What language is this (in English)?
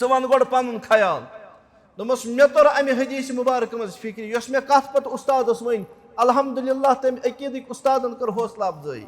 Kashmiri